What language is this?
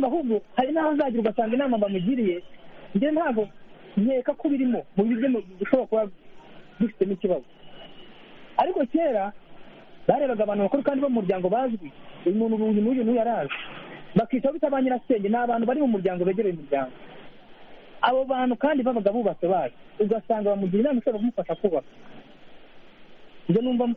Kinyarwanda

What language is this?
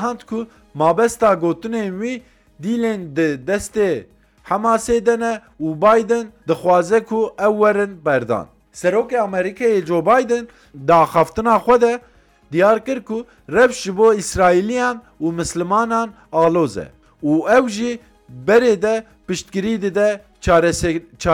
Kurdish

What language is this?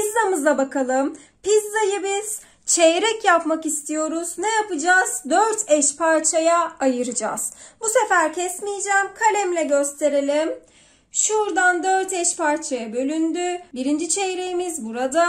Turkish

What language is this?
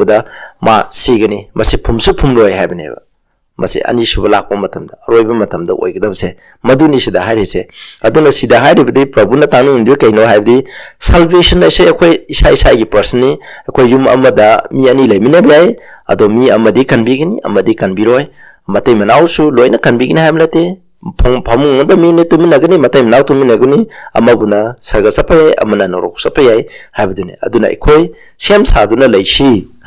Manipuri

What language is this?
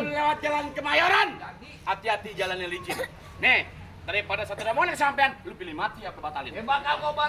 Betawi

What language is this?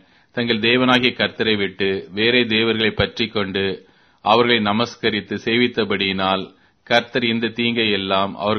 Tamil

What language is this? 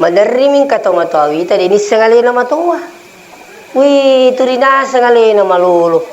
Buginese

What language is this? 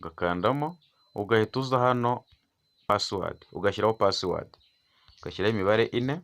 Kinyarwanda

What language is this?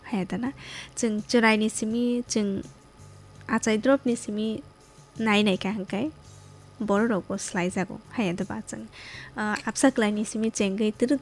Kok Borok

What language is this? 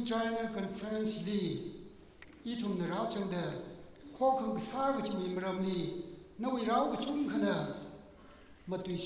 Tangkhul Naga (India)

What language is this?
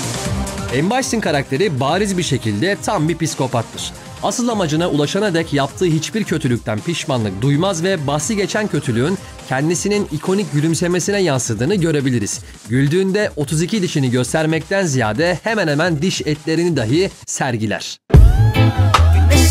Turkish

